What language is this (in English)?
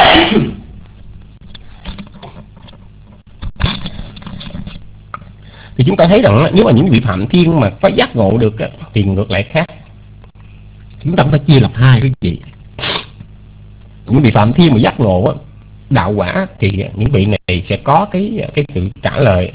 Vietnamese